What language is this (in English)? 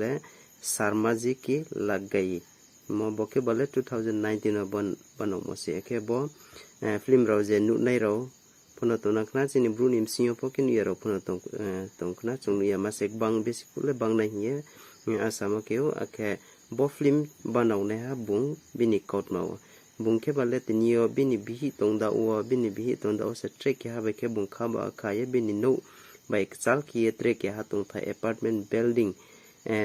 Riang (India)